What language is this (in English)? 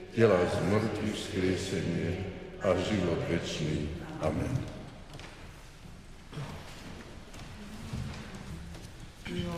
Slovak